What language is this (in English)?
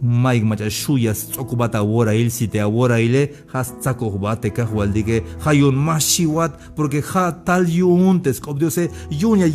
Tzeltal